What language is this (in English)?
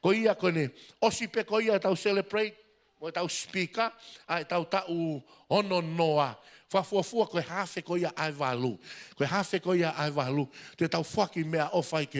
Tongan